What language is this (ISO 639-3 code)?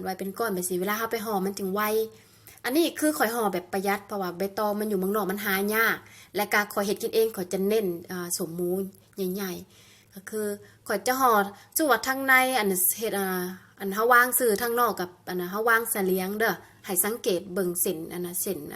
lao